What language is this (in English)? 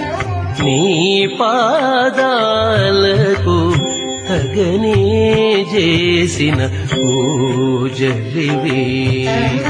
Telugu